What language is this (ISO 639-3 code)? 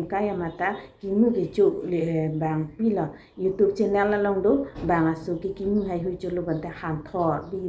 mjw